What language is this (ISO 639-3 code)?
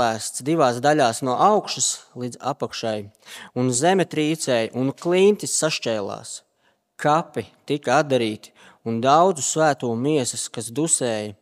lav